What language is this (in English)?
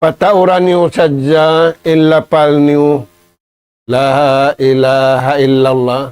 Tausug